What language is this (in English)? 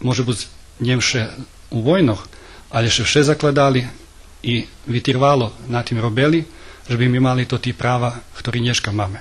Rusyn